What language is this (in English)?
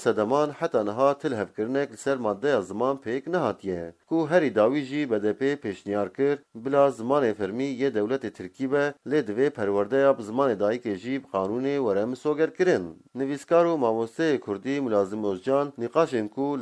Kurdish